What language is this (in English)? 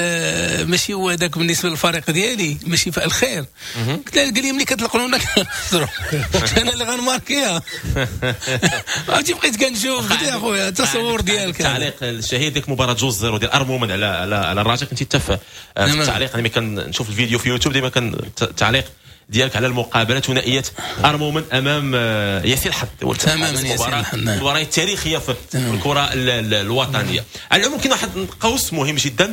Moroccan Arabic